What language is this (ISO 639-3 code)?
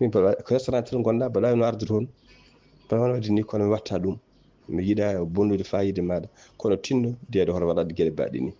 ful